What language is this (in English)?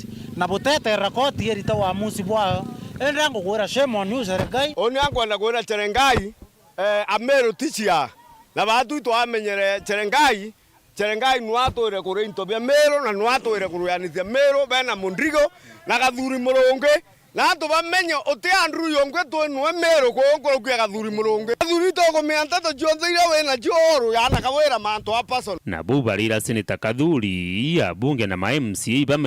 Meru